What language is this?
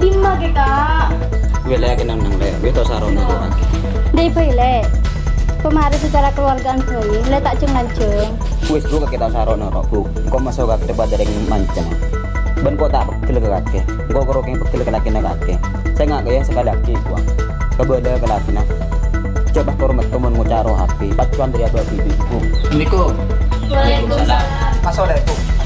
Madurese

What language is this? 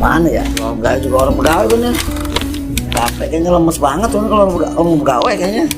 Betawi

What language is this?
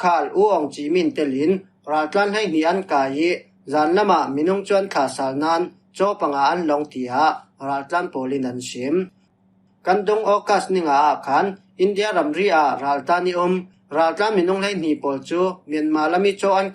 Falam Chin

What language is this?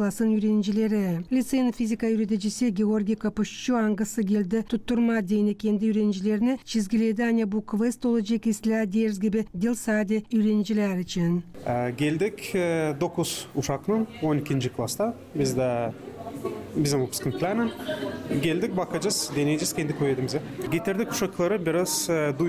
Gagauz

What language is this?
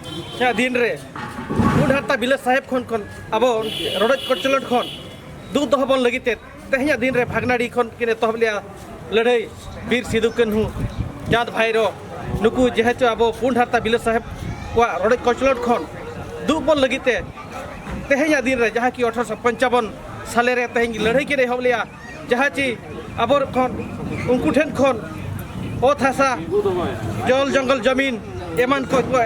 Santali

